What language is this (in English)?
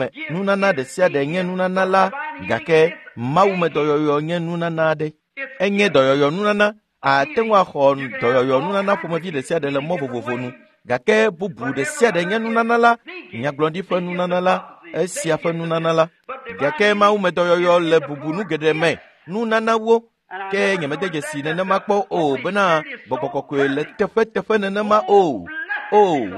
Ewe